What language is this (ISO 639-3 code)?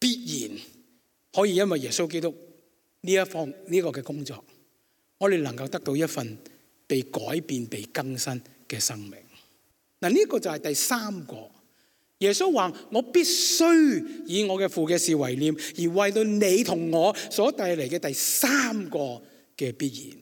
yue